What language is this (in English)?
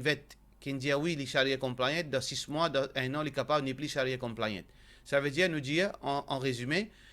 Morisyen